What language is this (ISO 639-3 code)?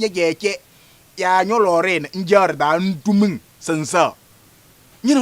kbp